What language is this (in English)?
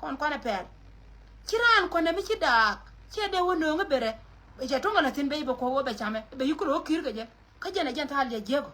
Nuer